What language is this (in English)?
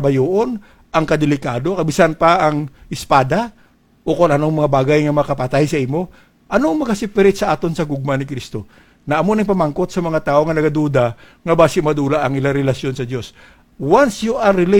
Hiligaynon